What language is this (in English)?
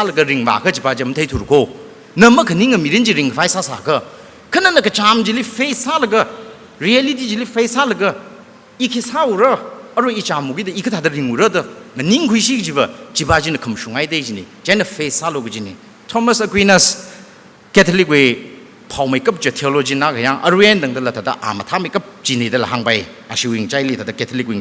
Tangkhul Naga (India)